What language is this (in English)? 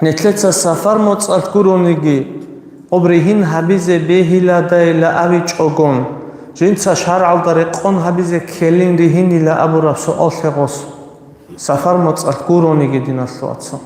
Avaric